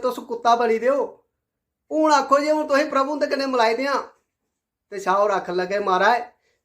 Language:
Dogri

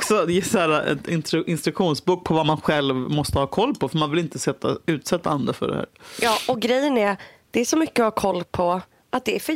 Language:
Swedish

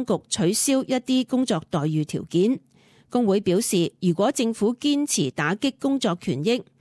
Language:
Cantonese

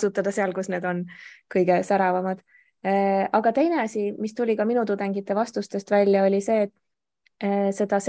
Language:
Estonian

